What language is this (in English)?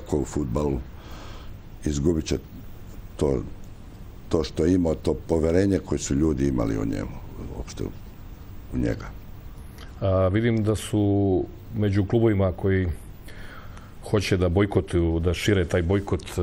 Serbian